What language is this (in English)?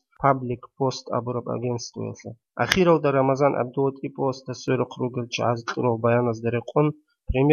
Avaric